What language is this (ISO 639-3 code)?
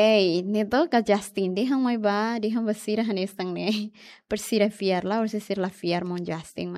tet